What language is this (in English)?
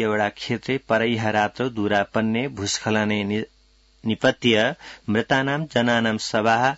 Sanskrit